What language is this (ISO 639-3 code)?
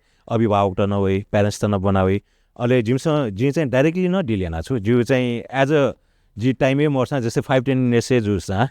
new